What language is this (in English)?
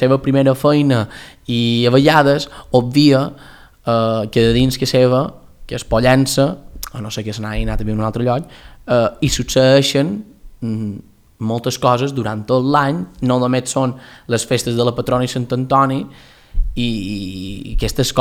Catalan